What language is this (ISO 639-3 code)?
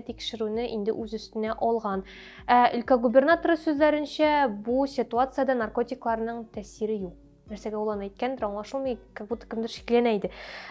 tat